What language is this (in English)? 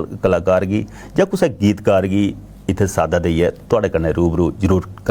Dogri